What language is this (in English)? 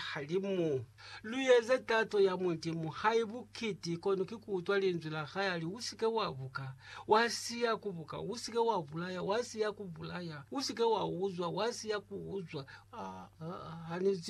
Lozi